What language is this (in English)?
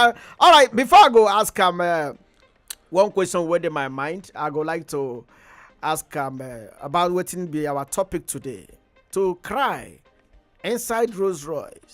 Nigerian Pidgin